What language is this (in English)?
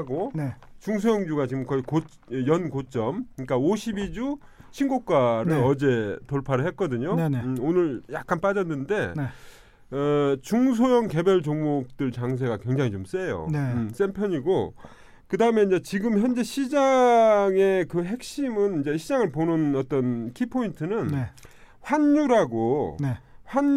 Korean